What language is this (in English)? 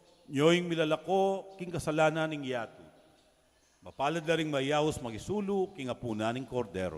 Pampanga